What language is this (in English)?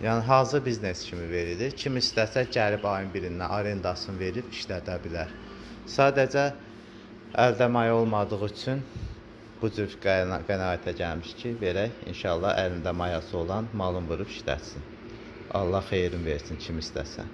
Azerbaijani